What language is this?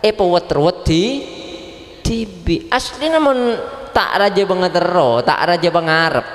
Madurese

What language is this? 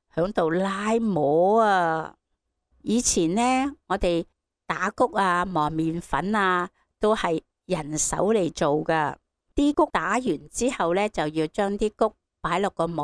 Cantonese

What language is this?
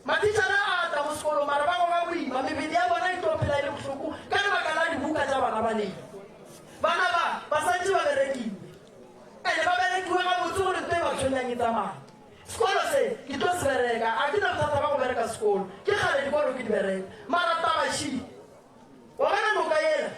Northern Sotho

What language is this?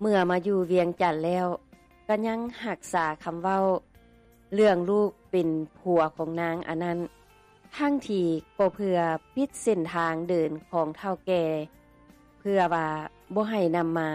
Lao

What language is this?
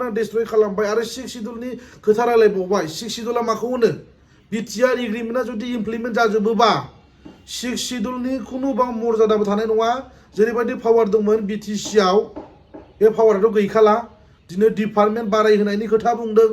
Bodo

